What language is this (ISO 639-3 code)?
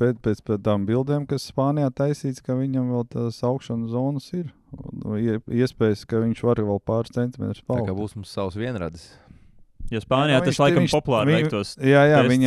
lav